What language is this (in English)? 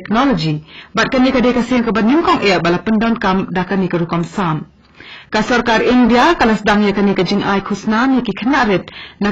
Khasi